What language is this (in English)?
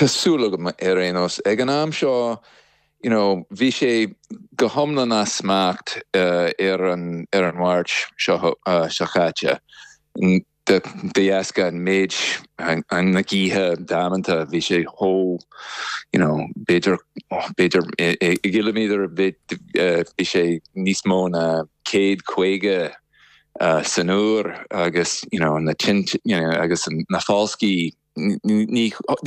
Irish